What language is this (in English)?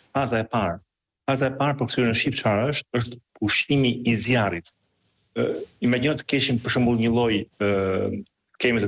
Albanian